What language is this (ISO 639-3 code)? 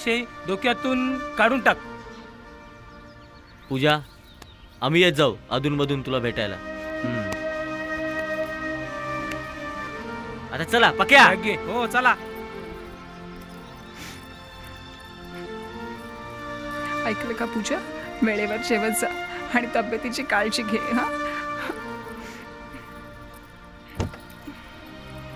mar